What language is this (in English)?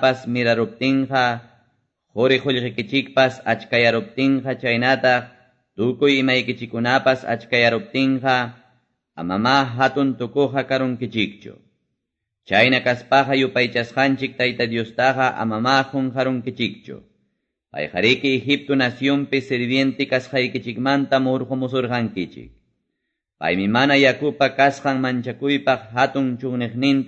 Quechua